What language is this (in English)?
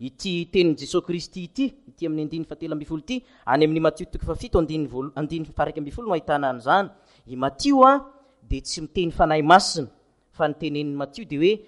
Malagasy